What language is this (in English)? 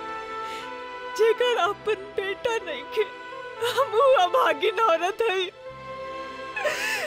Bhojpuri